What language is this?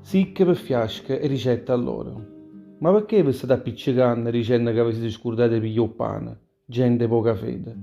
Neapolitan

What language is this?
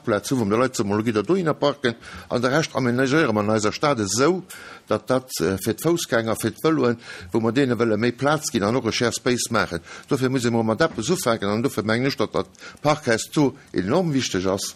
Luxembourgish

